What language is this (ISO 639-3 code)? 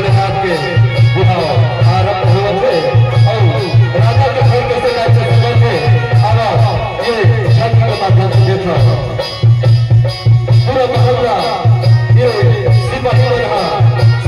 hne